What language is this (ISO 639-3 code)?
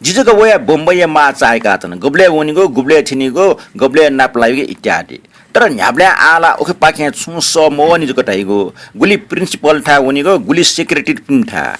new